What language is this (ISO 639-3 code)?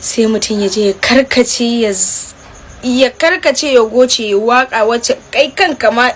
hau